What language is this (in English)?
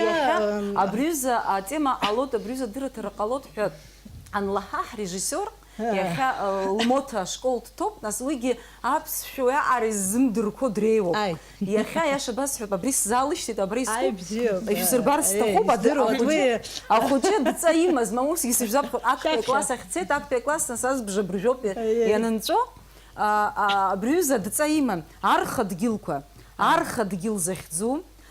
Abkhazian